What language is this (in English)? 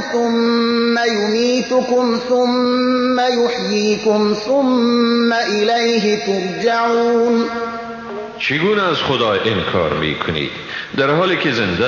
Tajik